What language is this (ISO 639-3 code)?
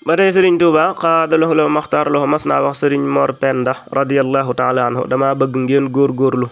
wol